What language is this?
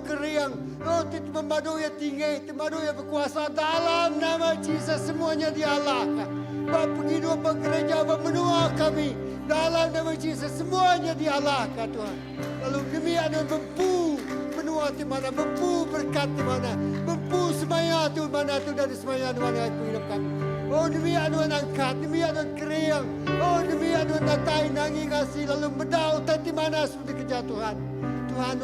Iban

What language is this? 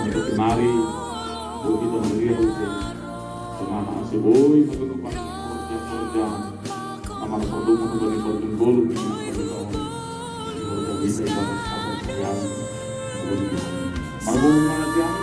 Batak Simalungun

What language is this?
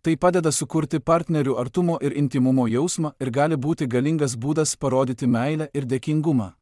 Lithuanian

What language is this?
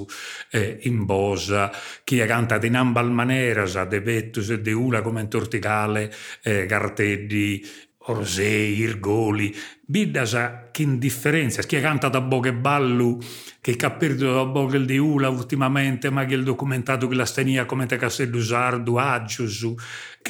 Sardinian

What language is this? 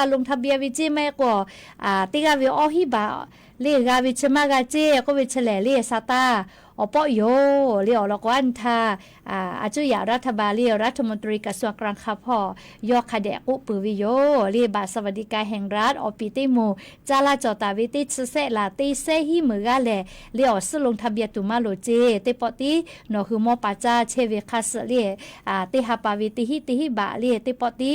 Lahu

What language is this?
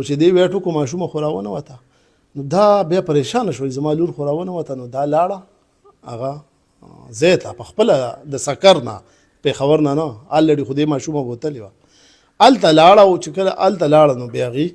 Pashto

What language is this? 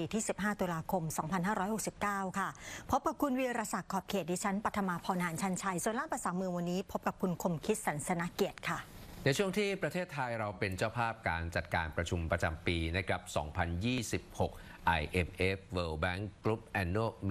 Thai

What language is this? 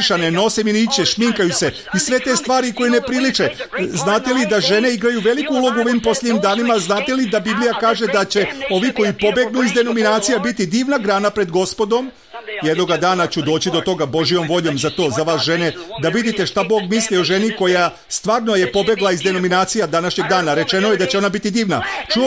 Serbian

